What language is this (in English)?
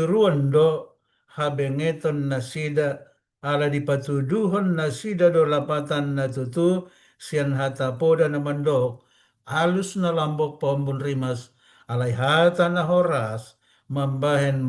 Batak Toba